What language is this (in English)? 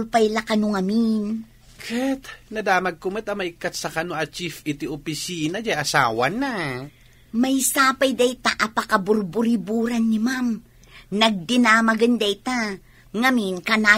Iloko